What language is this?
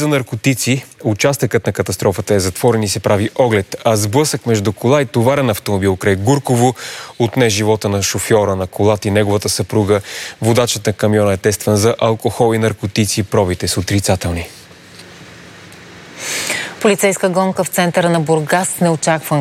Bulgarian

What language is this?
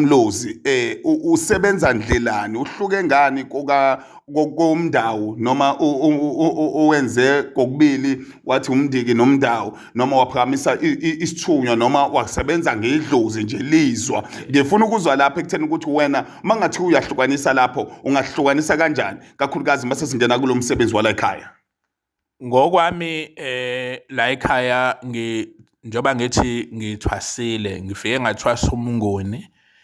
Zulu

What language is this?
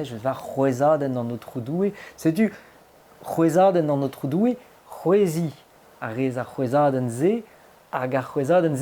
Breton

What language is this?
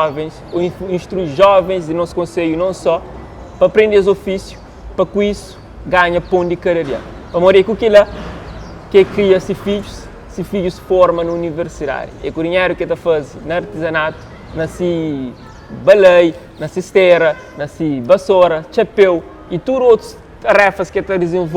Kabuverdianu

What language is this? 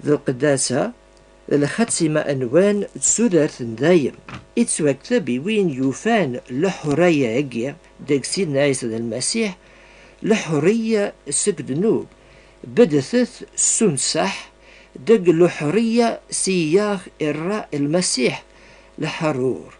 Kabyle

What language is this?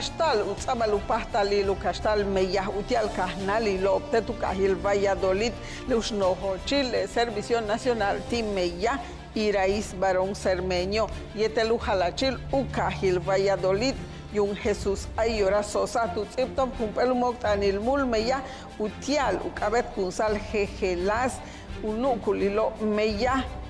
Yucateco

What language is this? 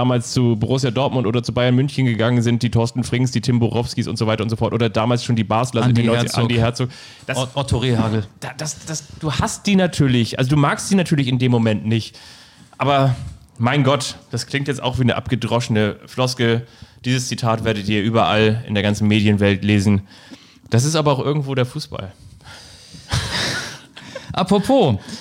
German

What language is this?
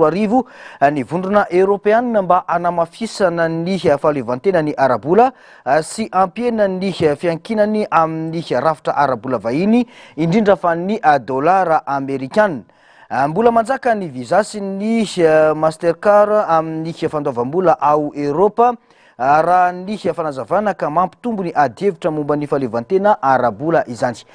Malagasy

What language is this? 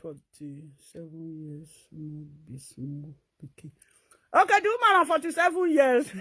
Nigerian Pidgin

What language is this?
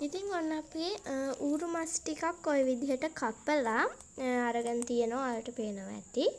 Sinhala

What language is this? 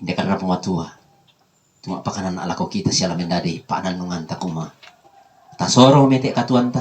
Toraja-Sa'dan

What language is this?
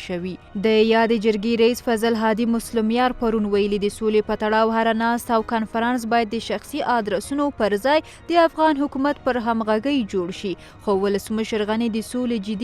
Pashto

